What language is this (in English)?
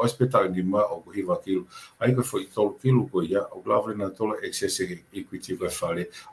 Tongan